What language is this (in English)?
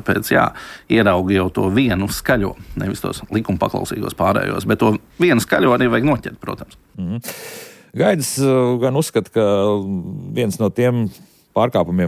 Latvian